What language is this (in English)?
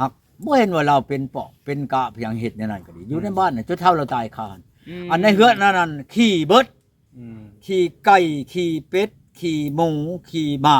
Northeastern Thai